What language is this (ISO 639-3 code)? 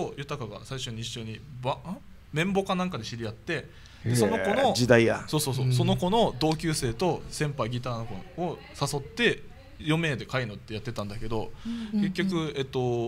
jpn